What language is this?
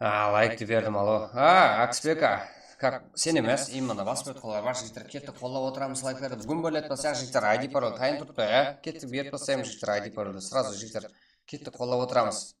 Kara-Kalpak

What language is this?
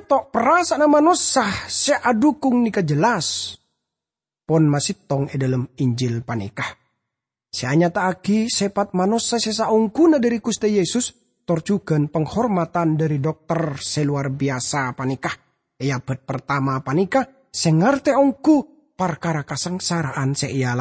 Madurese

